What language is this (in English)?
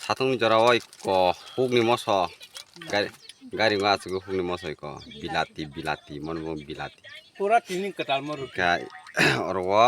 Kok Borok